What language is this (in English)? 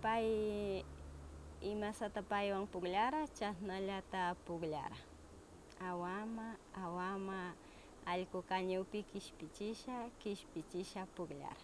Northern Pastaza Quichua